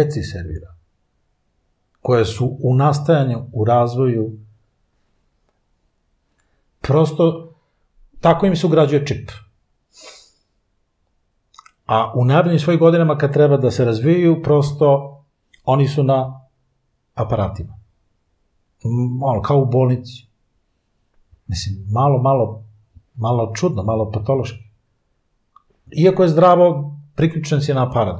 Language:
Serbian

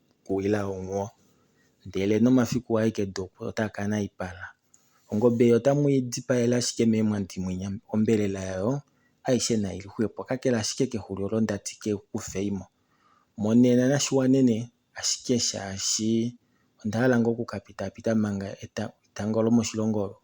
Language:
Kuanyama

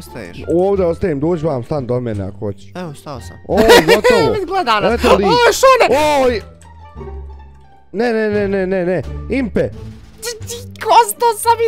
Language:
Bosnian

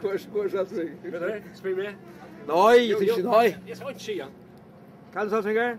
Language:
Faroese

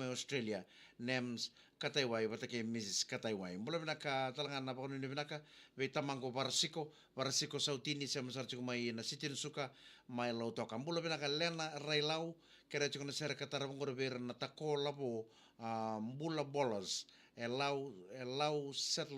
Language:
Fijian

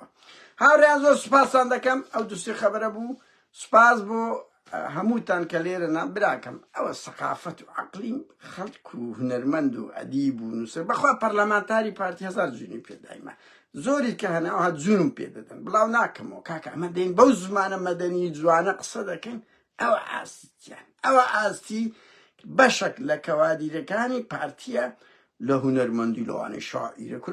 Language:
Central Kurdish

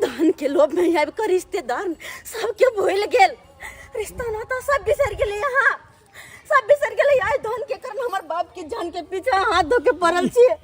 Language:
Maithili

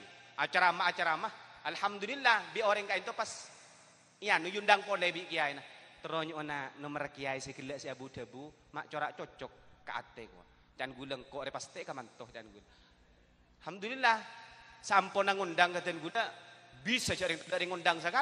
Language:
Madurese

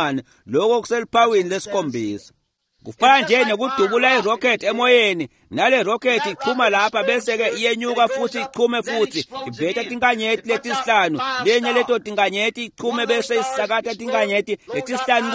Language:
Swati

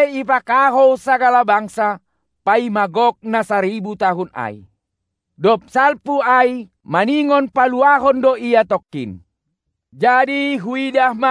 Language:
Batak Simalungun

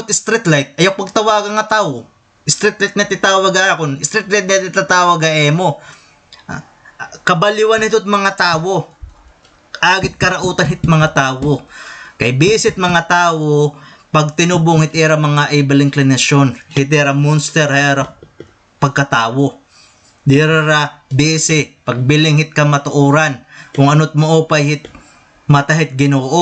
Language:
Waray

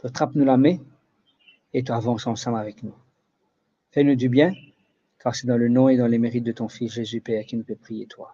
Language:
Morisyen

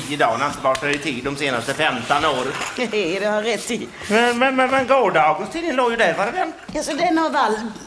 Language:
Swedish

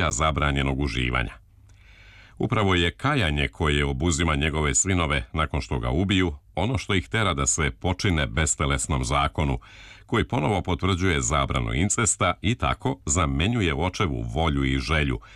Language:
Serbian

